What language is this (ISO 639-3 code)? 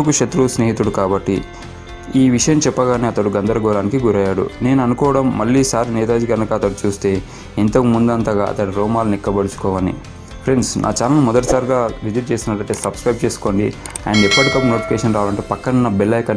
tel